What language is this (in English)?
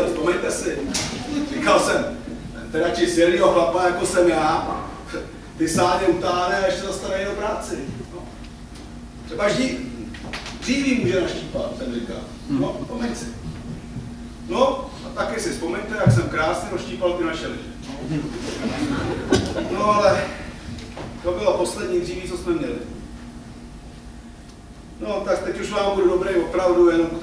Czech